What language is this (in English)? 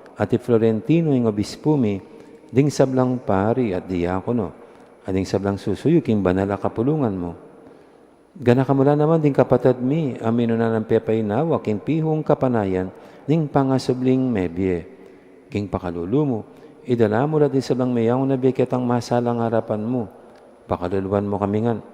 Pampanga